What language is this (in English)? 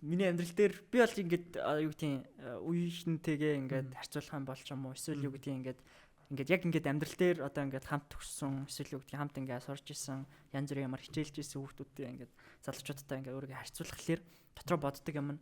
Mongolian